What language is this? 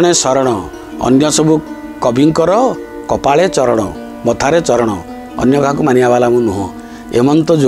Odia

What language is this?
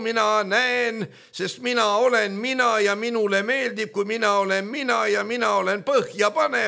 Estonian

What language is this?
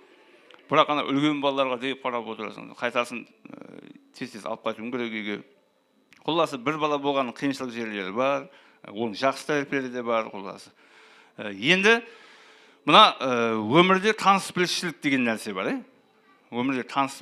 Kara-Kalpak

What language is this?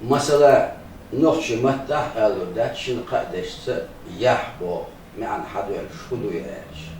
Chechen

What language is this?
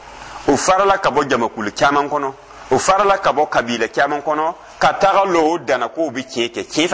Dyula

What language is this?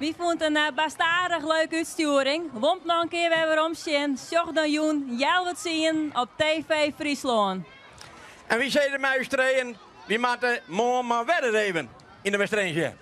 Western Frisian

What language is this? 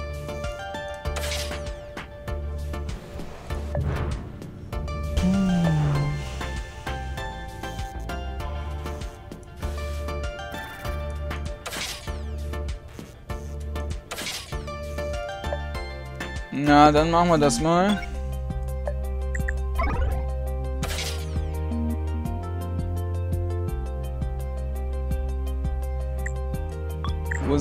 German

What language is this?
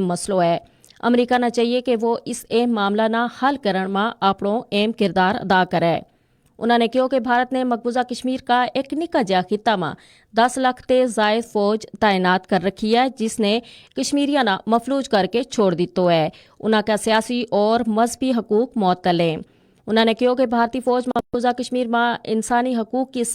Gujari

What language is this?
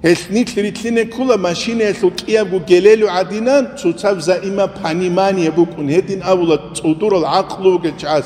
Avaric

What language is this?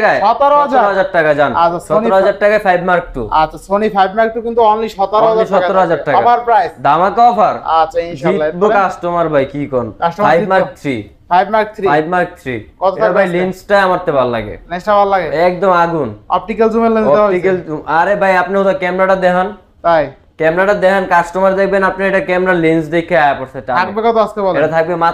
Bangla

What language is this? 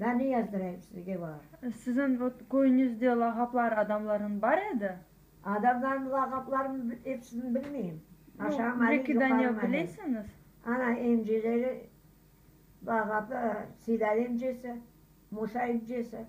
Crimean Tatar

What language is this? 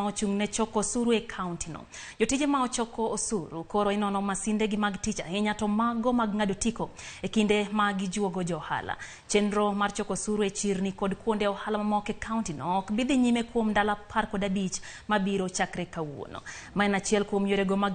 Luo (Kenya and Tanzania)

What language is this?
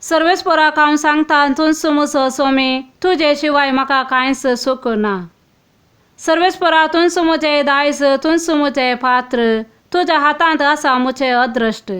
Konkani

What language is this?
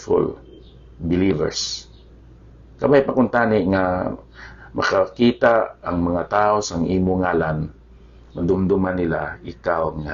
Hiligaynon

